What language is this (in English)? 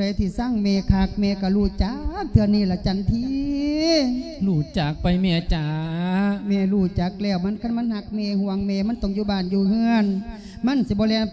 Lao